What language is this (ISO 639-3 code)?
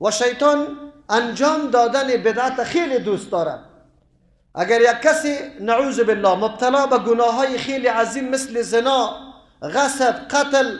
fas